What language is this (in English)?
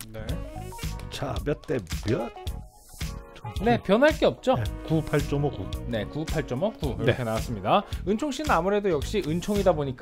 Korean